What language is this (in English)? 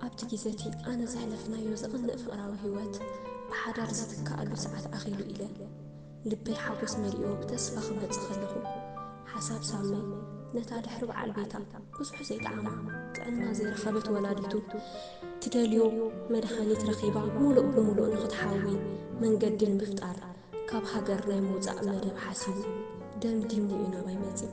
Tigrinya